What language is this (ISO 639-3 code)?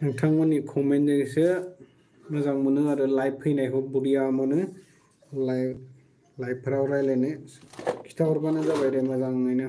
brx